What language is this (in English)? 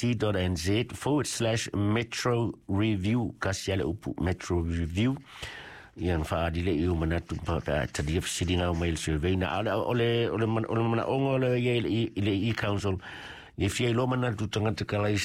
Samoan